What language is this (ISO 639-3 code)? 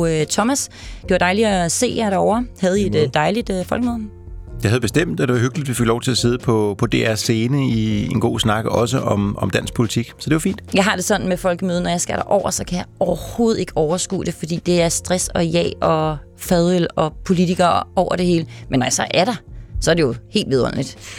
dan